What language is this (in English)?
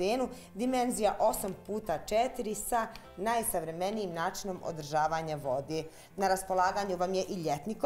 Bosnian